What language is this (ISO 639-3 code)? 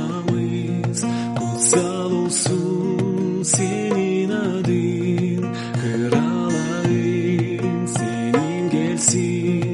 gag